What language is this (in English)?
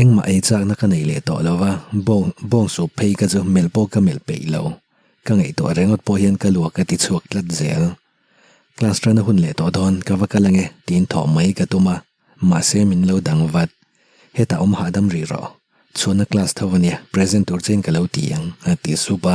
Mizo